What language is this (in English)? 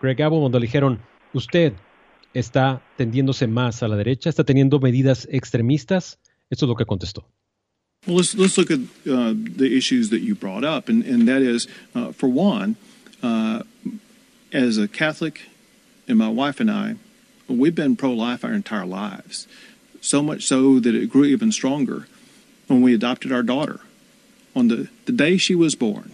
Spanish